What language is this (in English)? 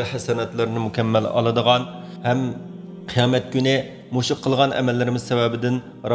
Uyghur